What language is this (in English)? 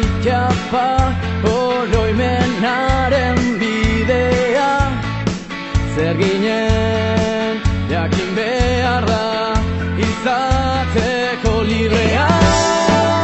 Basque